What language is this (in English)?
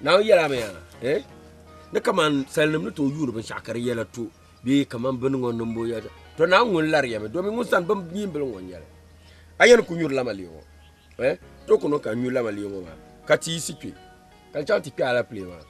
Dagbani